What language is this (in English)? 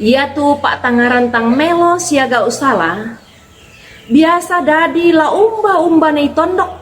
Toraja-Sa'dan